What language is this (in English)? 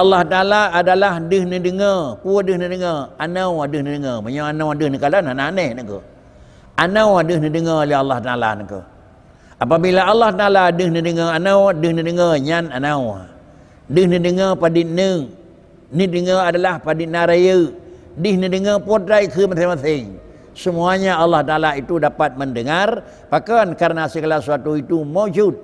Achinese